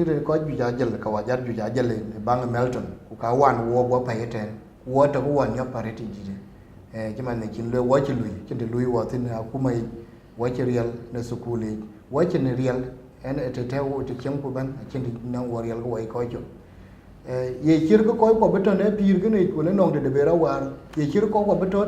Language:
Dinka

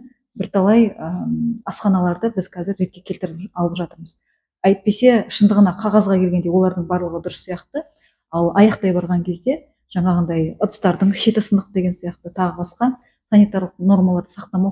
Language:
Kazakh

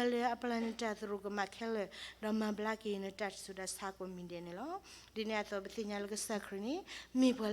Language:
S'gaw Karen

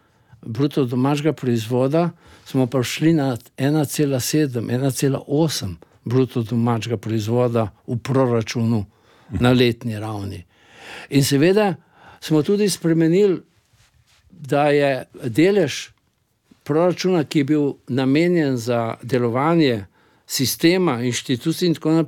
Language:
Slovenian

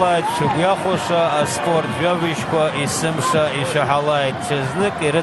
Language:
Abkhazian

